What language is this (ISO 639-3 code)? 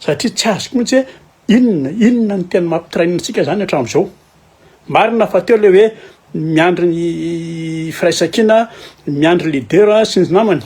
mlg